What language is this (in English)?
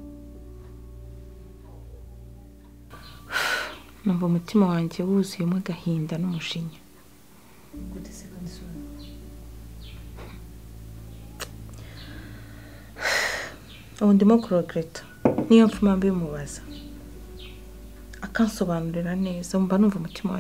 Kinyarwanda